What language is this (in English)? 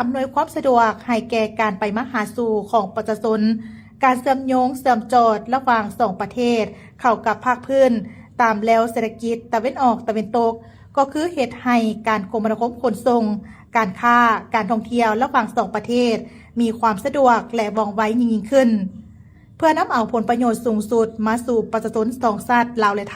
Lao